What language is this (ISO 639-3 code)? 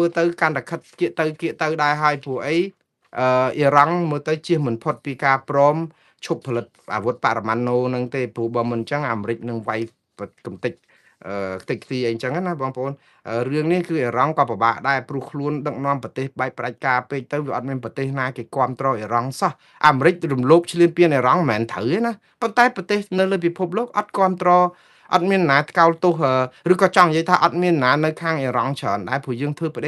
khm